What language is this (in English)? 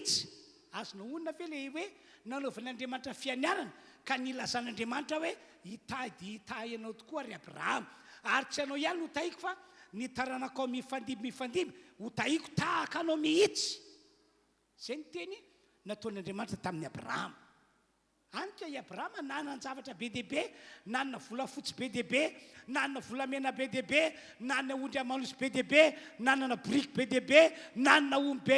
Malagasy